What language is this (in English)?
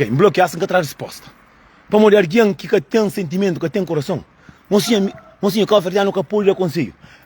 Kabuverdianu